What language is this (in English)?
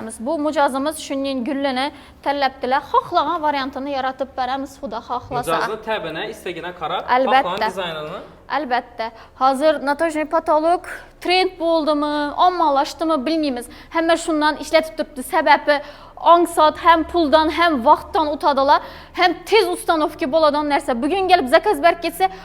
Uzbek